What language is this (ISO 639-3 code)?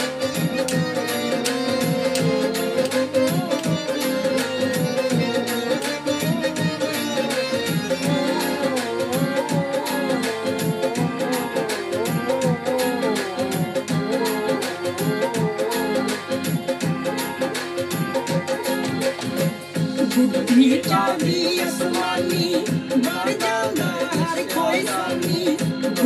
pan